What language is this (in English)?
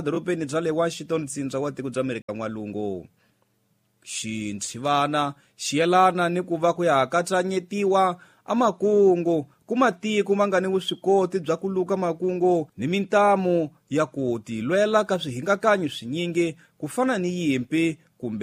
Tsonga